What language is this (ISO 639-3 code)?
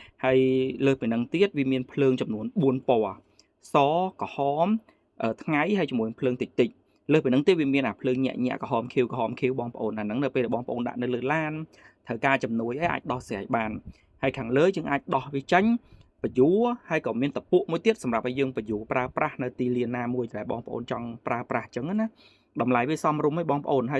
khm